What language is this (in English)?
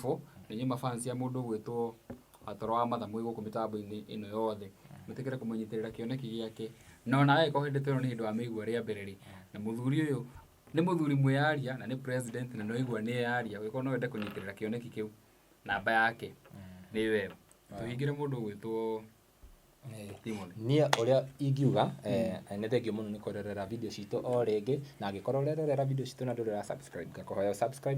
Kikuyu